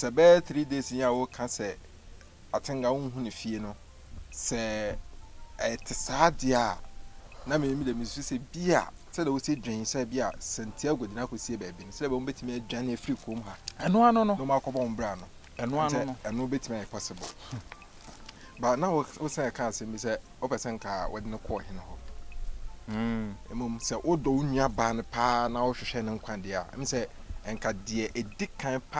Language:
Akan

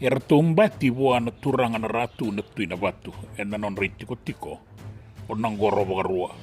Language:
Fijian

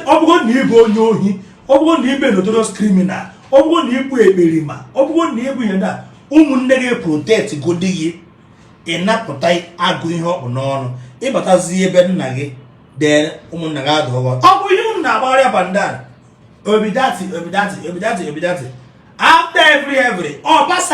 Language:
Igbo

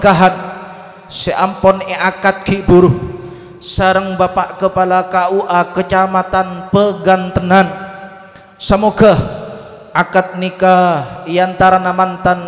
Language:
Madurese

